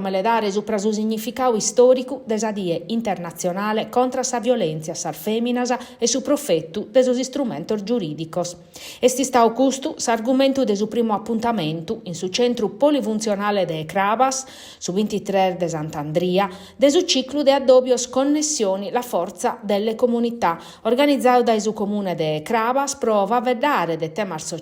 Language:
Sardinian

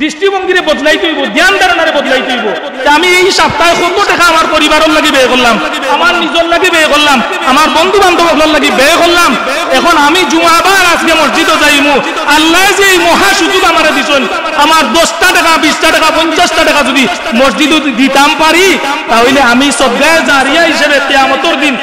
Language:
Sylheti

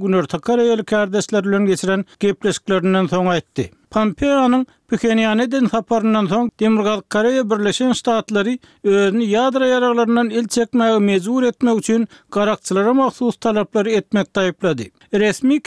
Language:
Turkmen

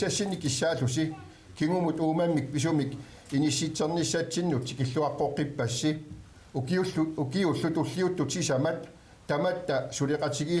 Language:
Kalaallisut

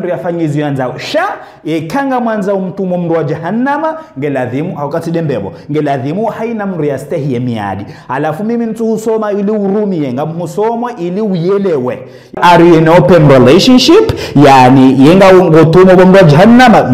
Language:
Ngazidja Comorian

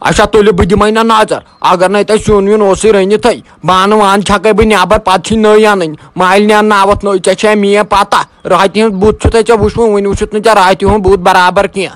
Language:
Kashmiri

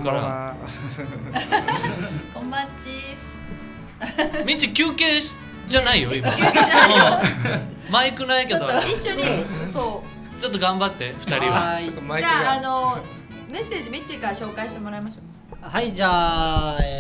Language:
Japanese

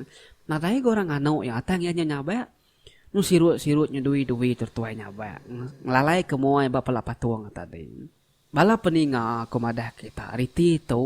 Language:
Iban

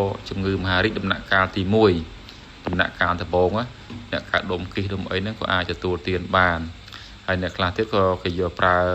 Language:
Khmer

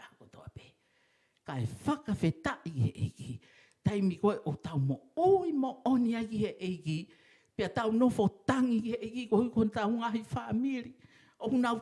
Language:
Tongan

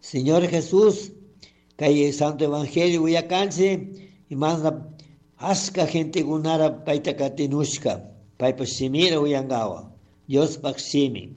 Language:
Chimborazo Highland Quichua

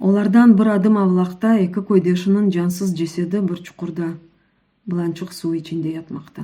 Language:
Crimean Tatar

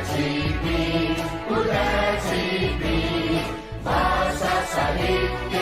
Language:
Newari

